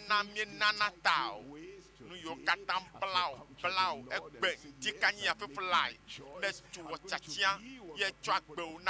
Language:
Ewe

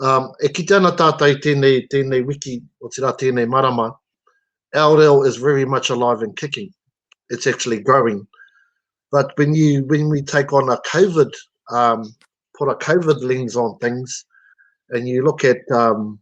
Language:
Māori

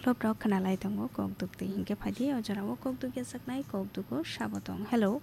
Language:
Kok Borok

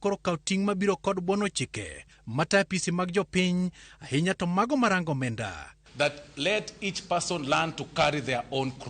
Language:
Luo (Kenya and Tanzania)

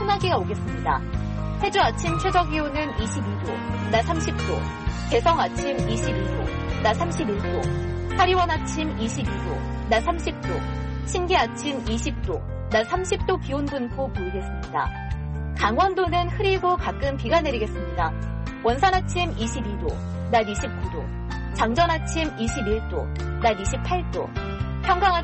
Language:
Korean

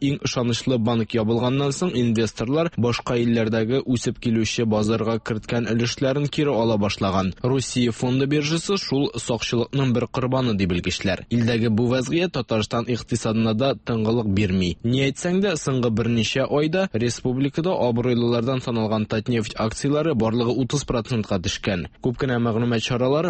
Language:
Tatar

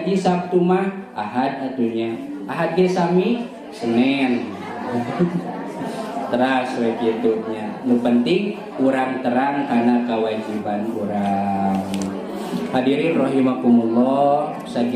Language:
Sundanese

